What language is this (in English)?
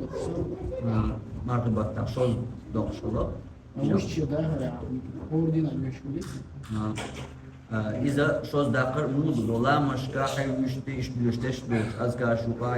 Chechen